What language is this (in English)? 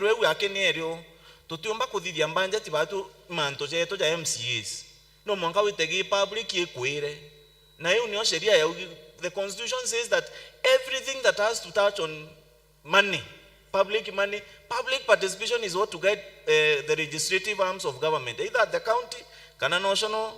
Meru